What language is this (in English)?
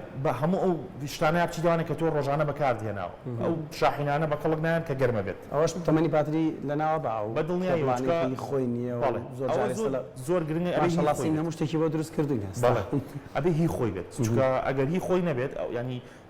Central Kurdish